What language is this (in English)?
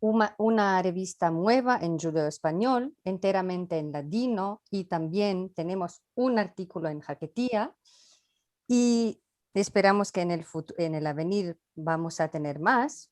Ladino